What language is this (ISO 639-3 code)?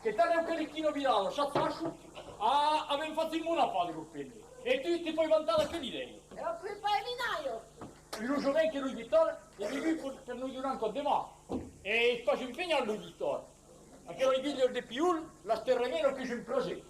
oci